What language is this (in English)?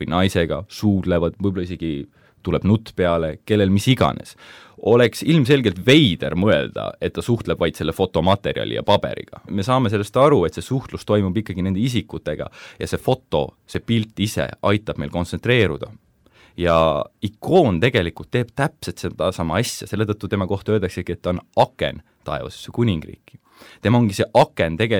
Estonian